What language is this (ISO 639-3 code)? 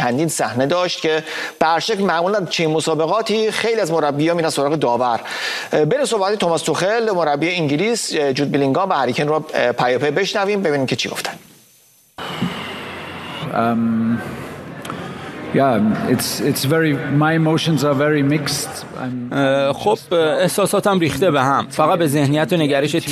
fas